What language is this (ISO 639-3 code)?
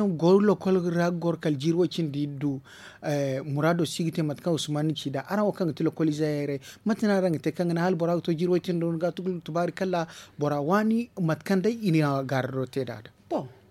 dje